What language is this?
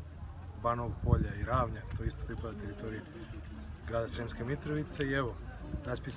Serbian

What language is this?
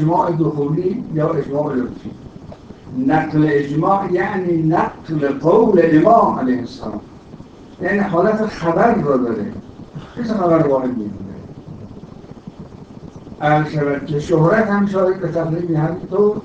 Persian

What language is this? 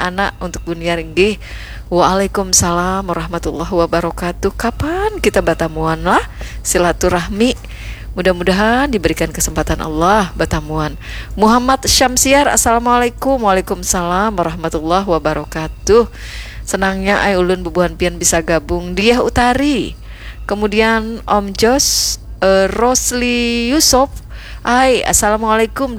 Banjar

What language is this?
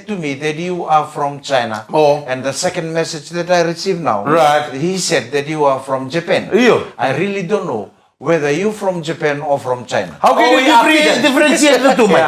Fijian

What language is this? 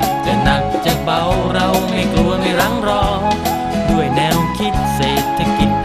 Thai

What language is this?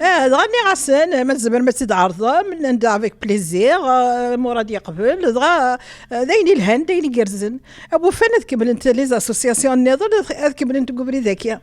Kabyle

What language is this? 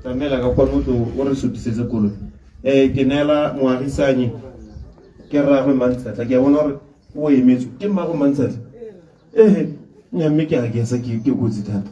Tswana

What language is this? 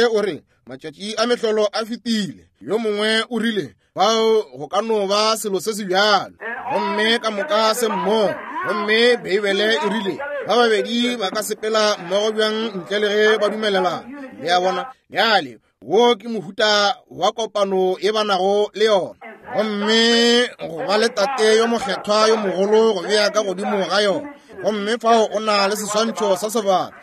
Northern Sotho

